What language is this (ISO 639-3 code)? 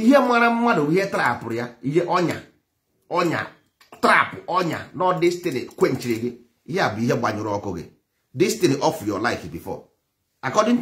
ibo